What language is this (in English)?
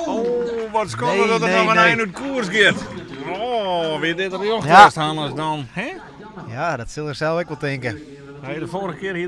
Western Frisian